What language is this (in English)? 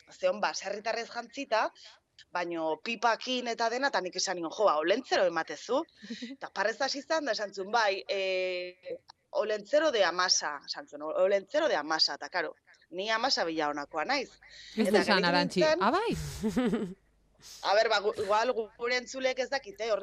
Basque